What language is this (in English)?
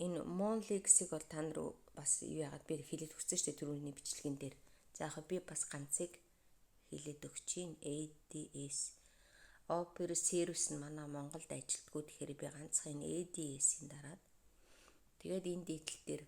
Mongolian